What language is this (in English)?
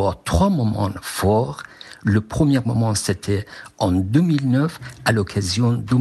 French